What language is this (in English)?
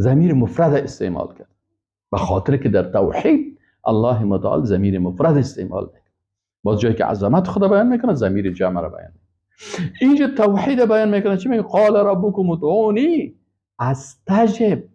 Persian